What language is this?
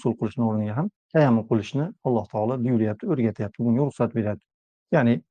Uzbek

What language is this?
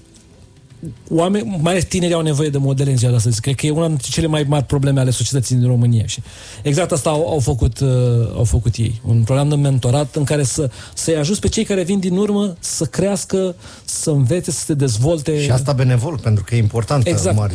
Romanian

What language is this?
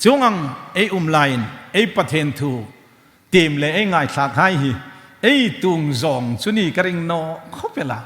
Hmar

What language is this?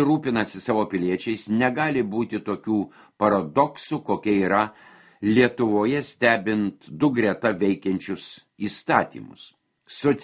Lithuanian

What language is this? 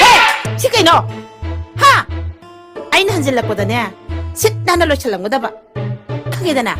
Manipuri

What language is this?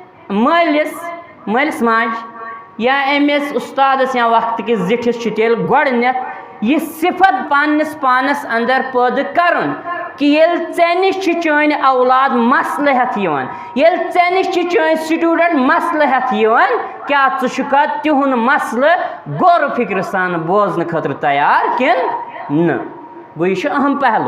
Kashmiri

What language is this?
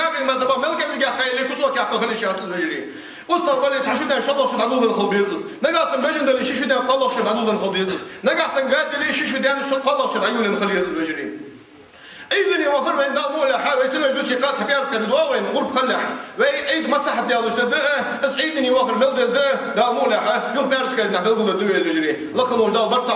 Ingush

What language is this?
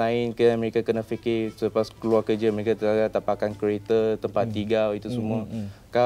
Malay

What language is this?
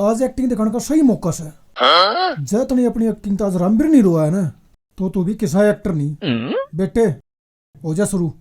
Haryanvi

